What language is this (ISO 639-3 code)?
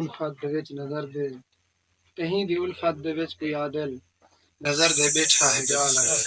skr